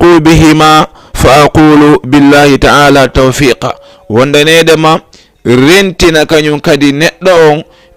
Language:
Fula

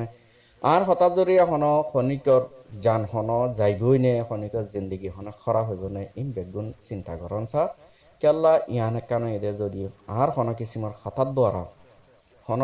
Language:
Rohingya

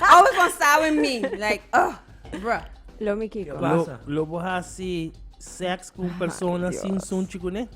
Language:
Papiamento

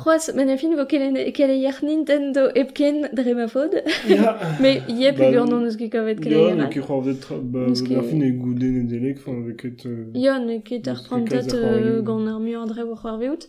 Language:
Breton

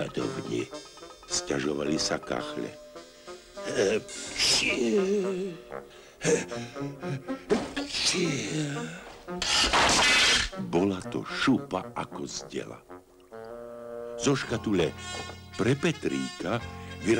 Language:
Slovak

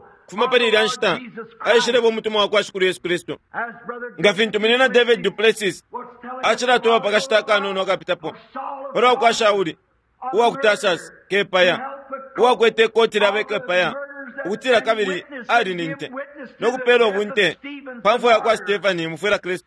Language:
Bemba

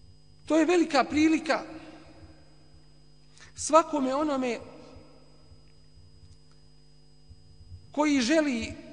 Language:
Bosnian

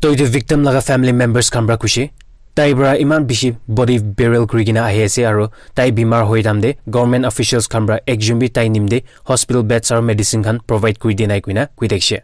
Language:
Naga Pidgin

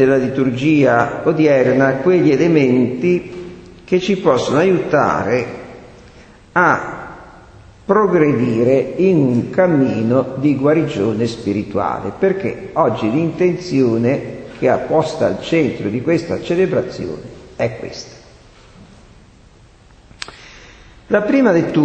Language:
Italian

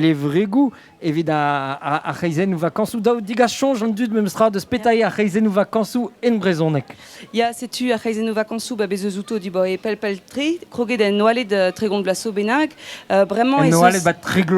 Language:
Breton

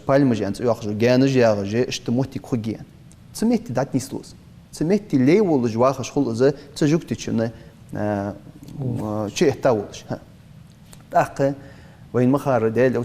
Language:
Ingush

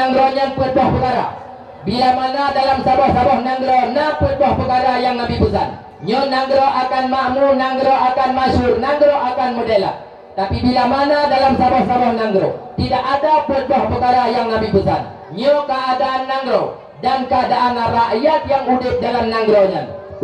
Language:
Achinese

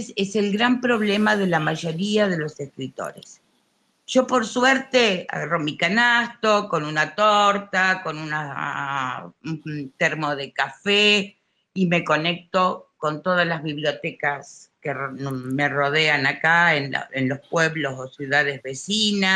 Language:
Spanish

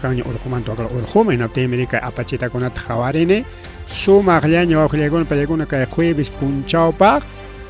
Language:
Ayacucho Quechua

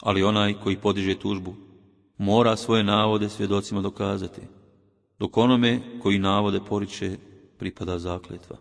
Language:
Bosnian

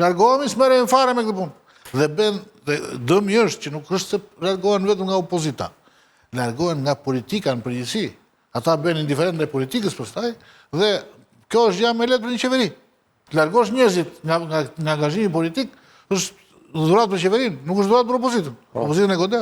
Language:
Albanian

